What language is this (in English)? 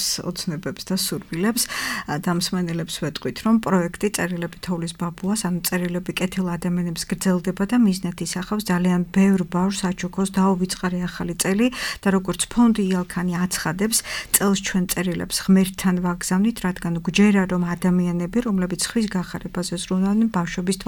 Georgian